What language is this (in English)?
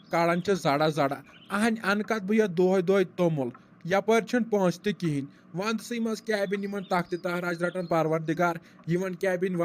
Kashmiri